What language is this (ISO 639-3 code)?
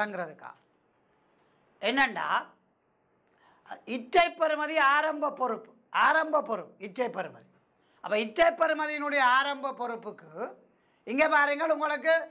tam